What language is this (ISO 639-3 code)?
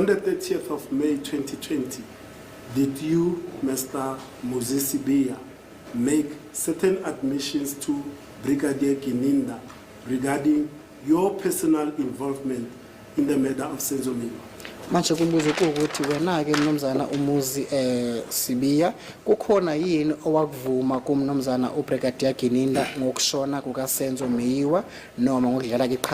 zul